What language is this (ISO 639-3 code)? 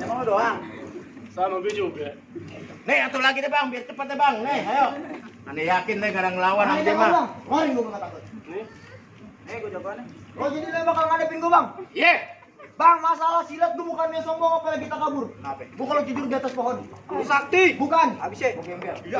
bew